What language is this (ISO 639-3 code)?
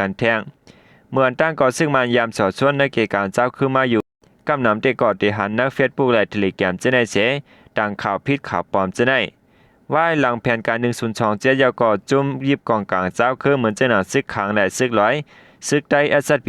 shn